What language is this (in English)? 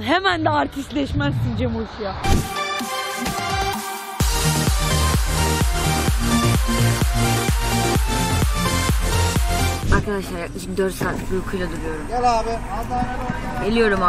Turkish